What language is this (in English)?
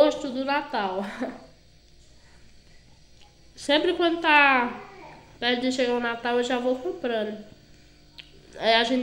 Portuguese